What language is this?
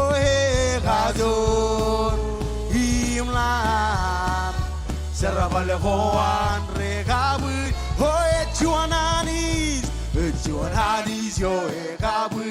Marshallese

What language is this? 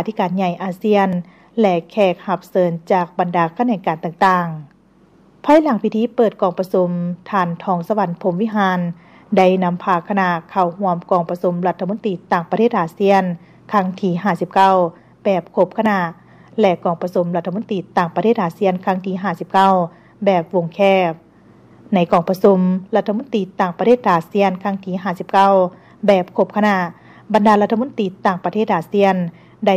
Lao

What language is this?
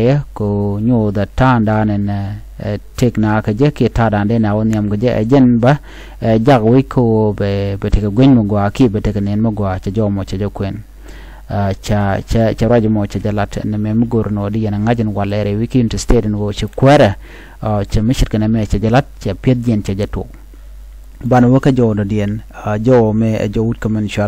Nuer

